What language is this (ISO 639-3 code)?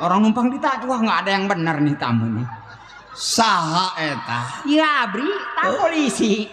bew